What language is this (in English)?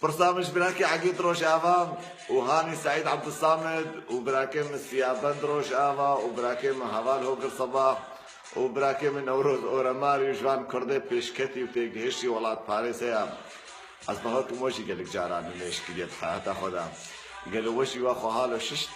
Kurdish